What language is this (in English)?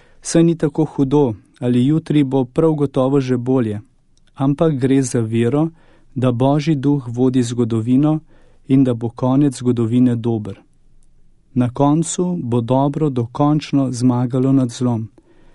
Slovenian